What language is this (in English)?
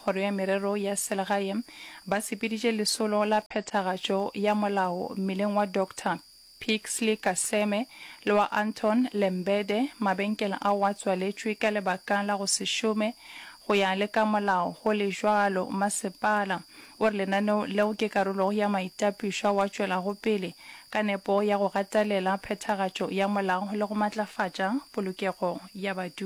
Northern Sotho